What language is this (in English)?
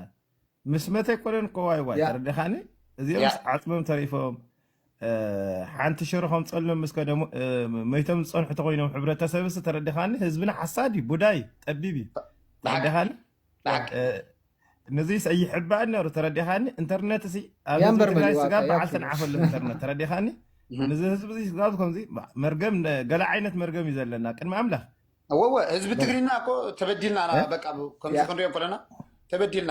Tigrinya